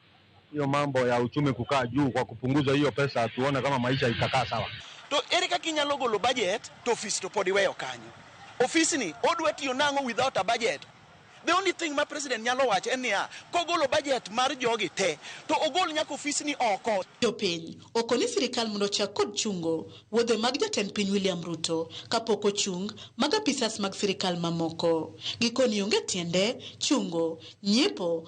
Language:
Luo (Kenya and Tanzania)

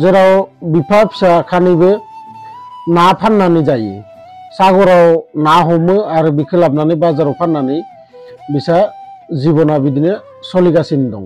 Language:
Bodo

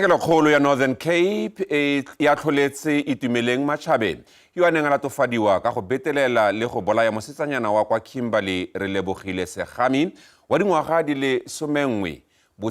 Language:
Tswana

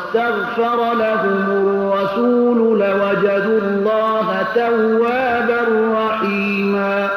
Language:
Persian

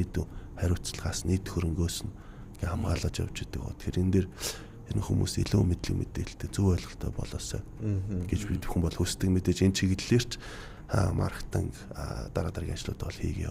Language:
Mongolian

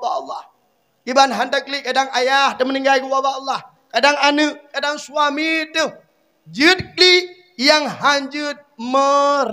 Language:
Achinese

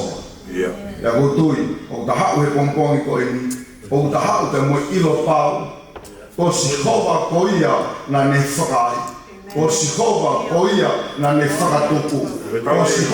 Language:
Tongan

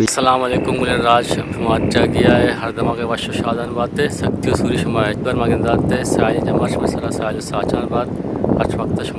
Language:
Eastern Balochi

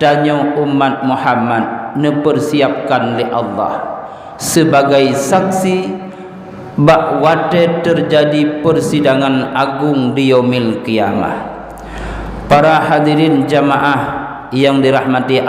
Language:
Achinese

